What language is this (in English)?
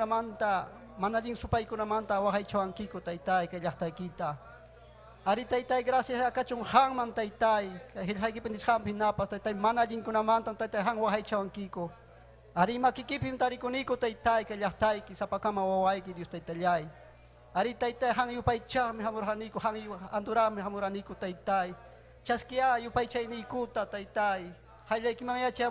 Ayacucho Quechua